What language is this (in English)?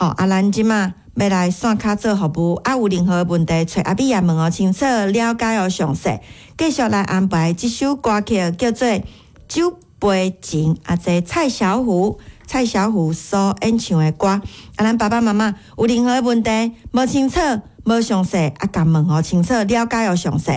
Min Nan Chinese